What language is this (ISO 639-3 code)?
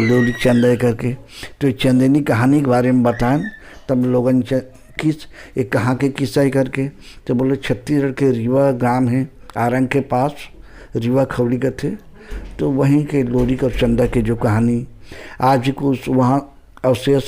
hne